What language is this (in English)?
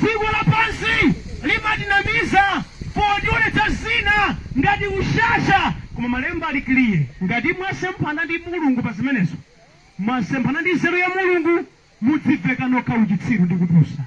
Nyanja